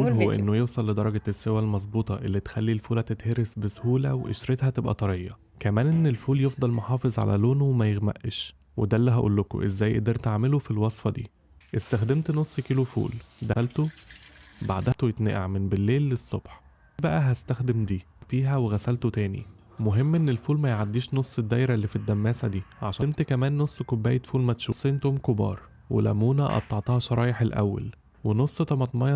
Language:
Egyptian Arabic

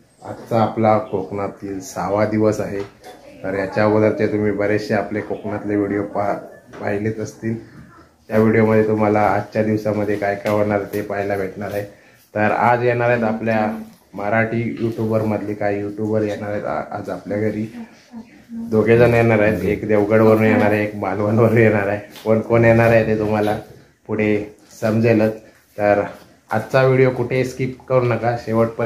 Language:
Marathi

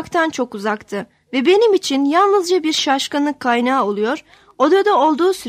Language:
Turkish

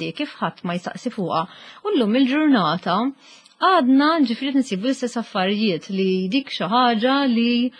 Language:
Maltese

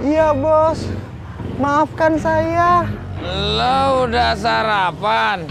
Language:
Betawi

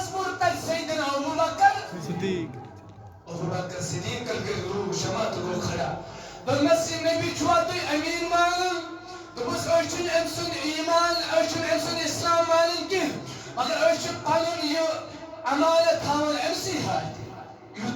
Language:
Kashmiri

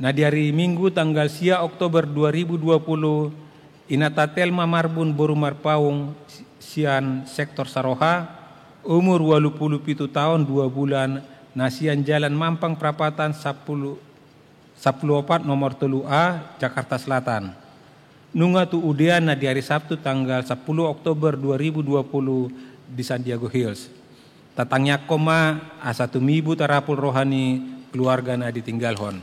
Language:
Batak Toba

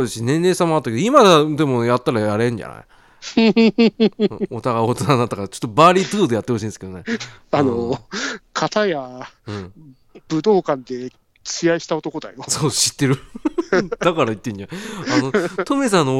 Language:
Japanese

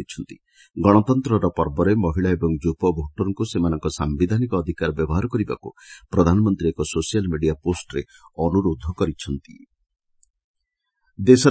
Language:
Odia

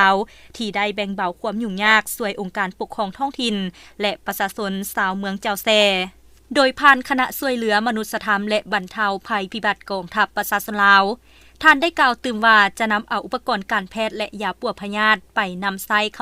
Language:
Lao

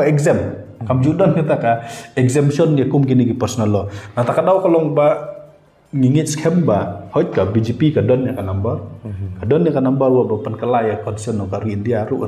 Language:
Khasi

